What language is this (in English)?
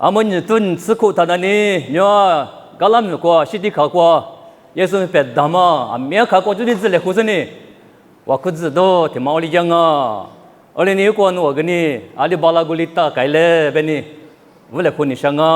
Lisu